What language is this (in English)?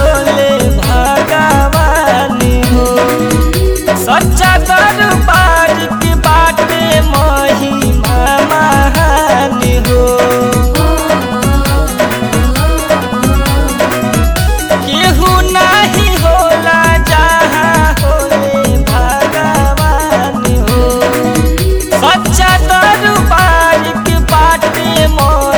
Bhojpuri